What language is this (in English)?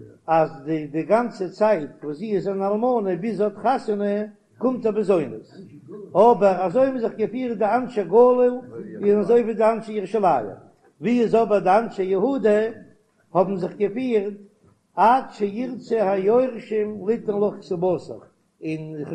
Yiddish